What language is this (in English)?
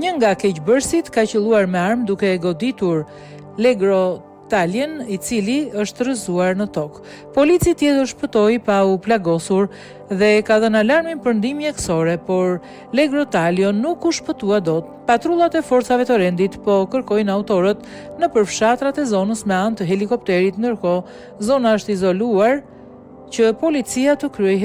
Albanian